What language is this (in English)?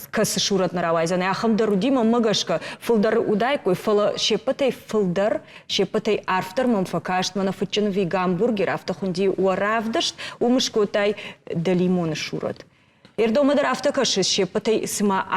Ossetic